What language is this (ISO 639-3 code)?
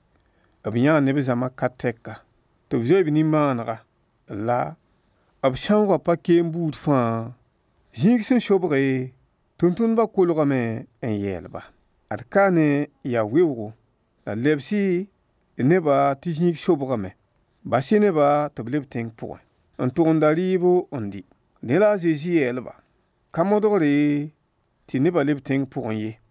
mos